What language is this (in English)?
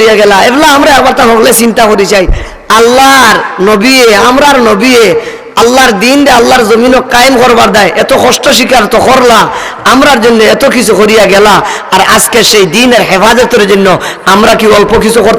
Sylheti